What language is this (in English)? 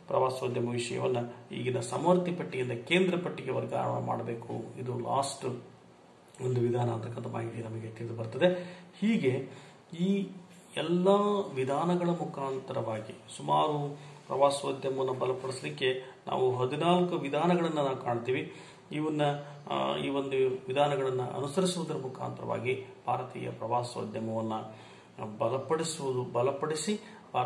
Kannada